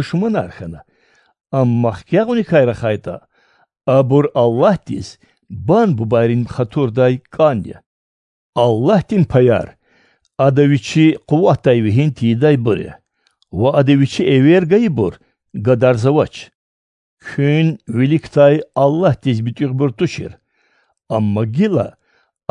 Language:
Lezghian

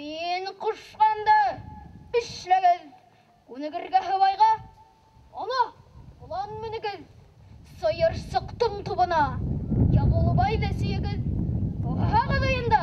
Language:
Bashkir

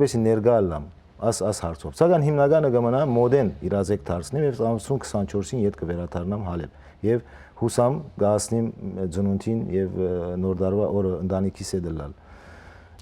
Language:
Western Armenian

